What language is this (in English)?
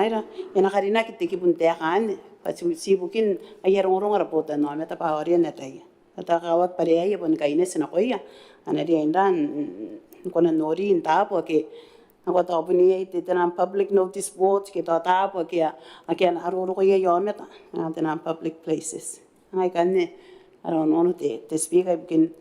Gilbertese